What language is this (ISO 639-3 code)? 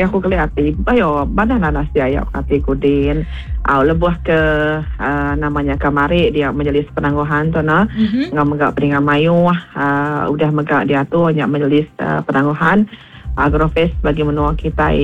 iba